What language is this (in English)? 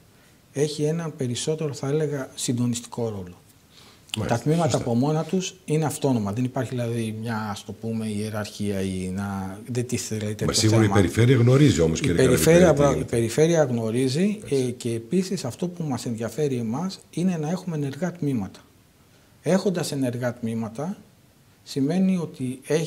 Greek